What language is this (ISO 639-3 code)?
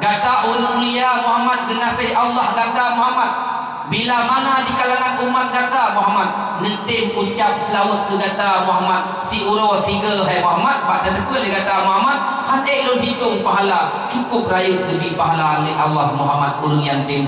ace